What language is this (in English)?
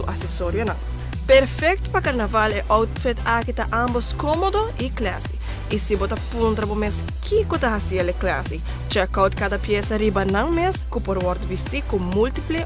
Papiamento